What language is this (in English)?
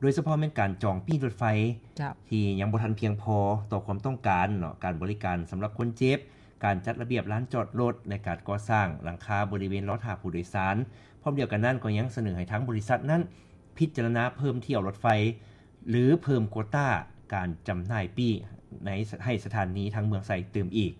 Lao